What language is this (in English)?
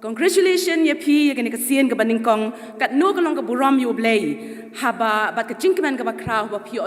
Khasi